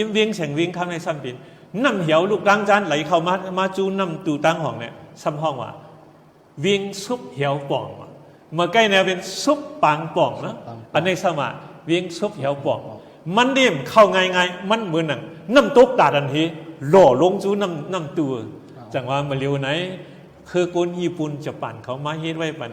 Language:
Shan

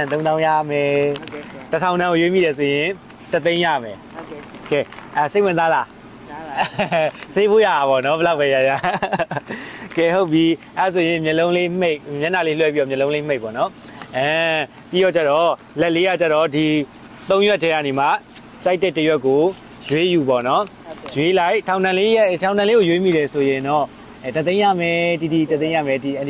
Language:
Burmese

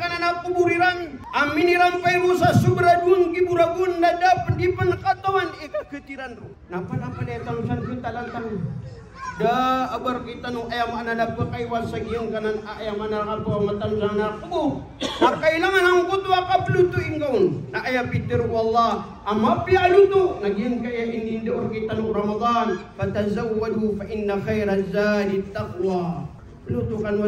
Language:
Maranao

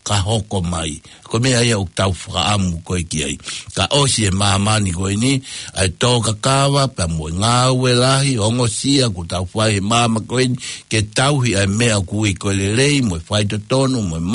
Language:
Tongan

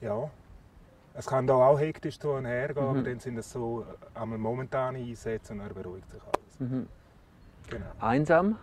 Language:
Swiss German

